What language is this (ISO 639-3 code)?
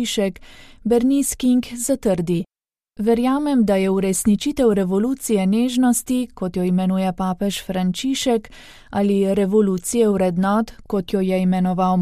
slv